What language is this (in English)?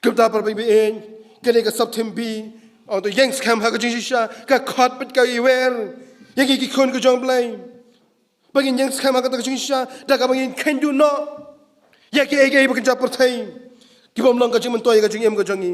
Khasi